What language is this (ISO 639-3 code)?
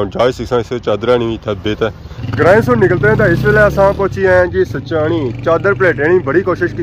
phr